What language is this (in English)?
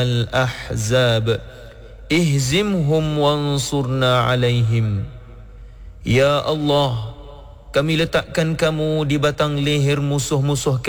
Malay